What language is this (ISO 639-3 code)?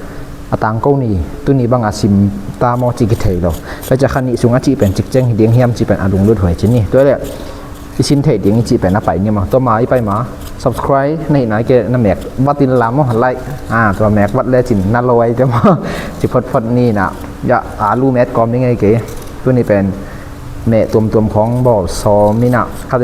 ctd